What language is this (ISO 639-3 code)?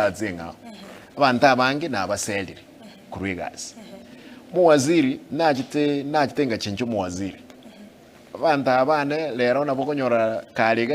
guz